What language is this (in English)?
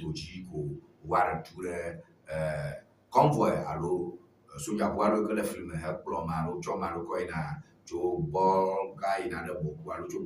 Ewe